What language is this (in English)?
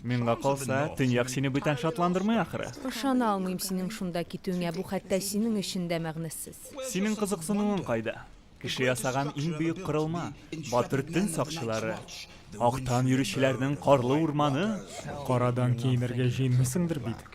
Tatar